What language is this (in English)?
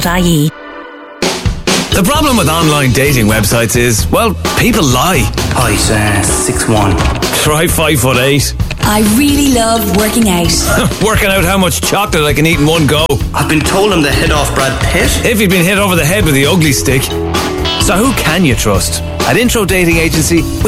English